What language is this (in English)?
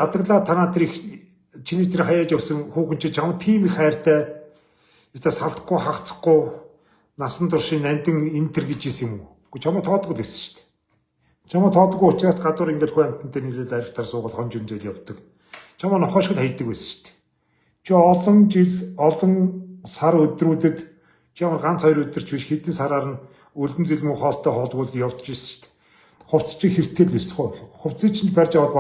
Mongolian